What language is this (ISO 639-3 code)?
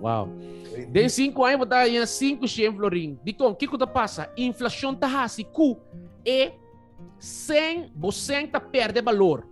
pap